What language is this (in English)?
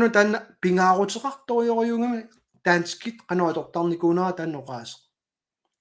Kalaallisut